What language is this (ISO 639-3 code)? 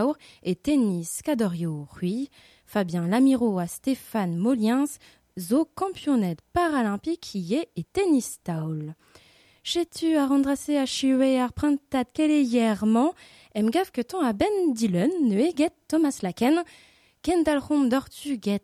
bre